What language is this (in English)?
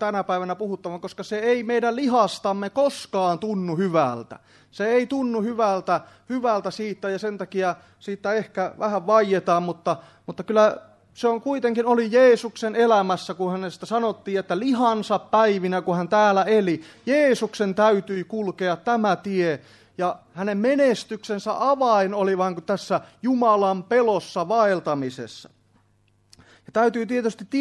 Finnish